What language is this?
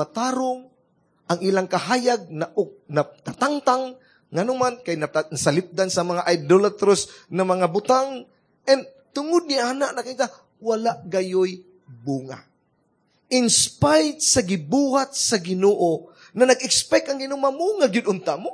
Cebuano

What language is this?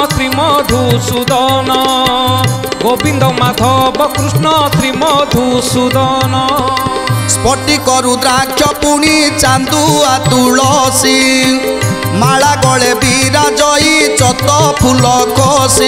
Odia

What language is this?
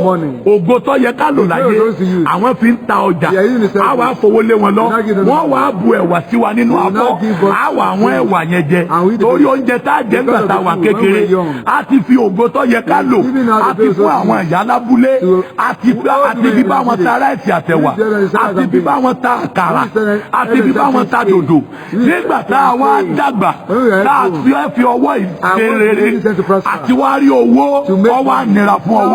Yoruba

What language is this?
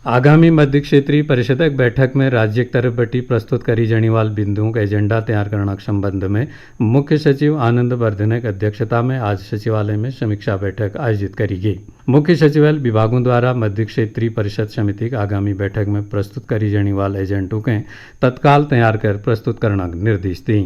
Garhwali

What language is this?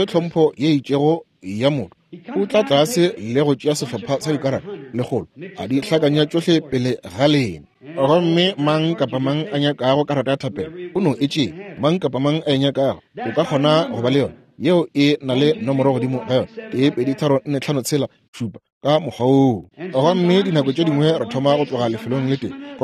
Northern Sotho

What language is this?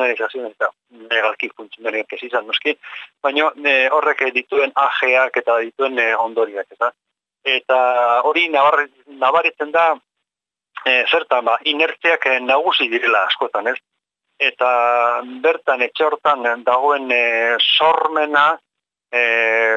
Basque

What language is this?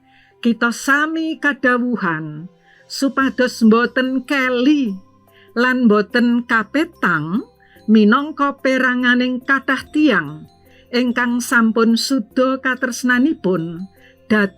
Javanese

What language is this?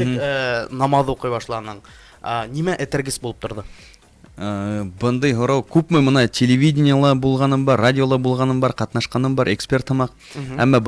Bashkir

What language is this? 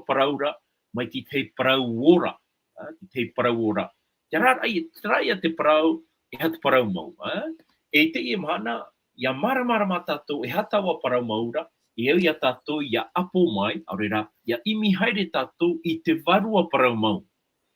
Tahitian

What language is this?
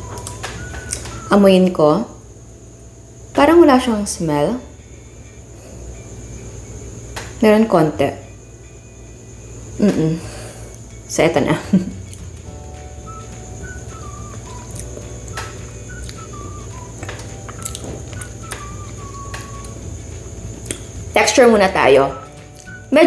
Filipino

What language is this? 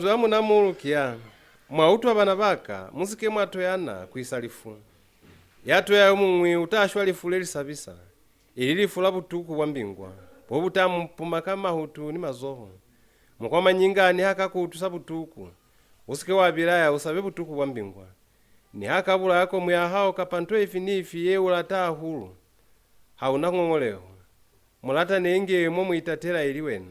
Lozi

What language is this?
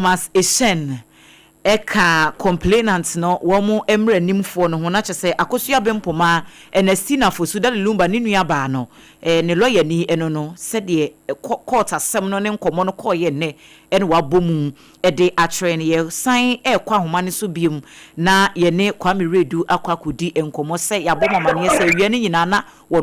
Akan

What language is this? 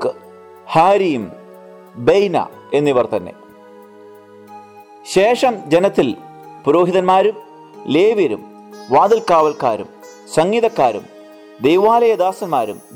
Malayalam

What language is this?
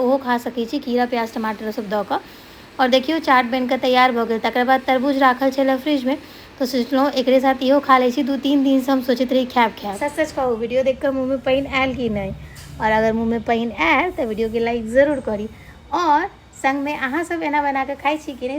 Maithili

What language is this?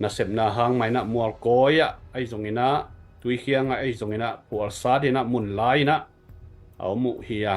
Tedim Chin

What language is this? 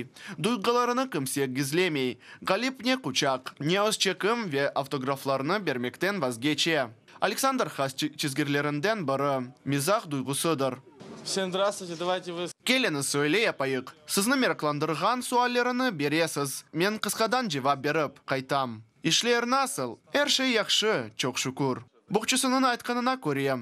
Crimean Tatar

